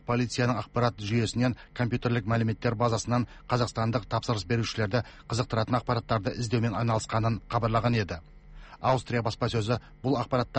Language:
Kazakh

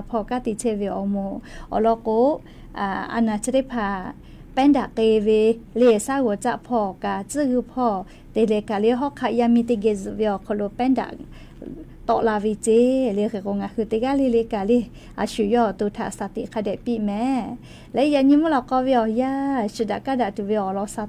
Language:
Lahu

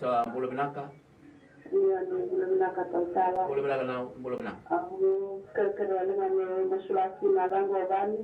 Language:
Fijian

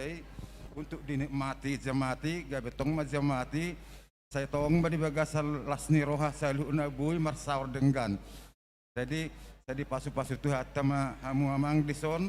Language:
Batak Toba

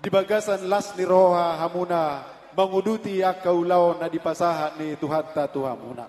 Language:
Batak Toba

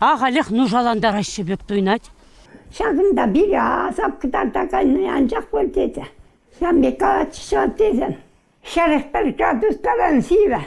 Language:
Chuvash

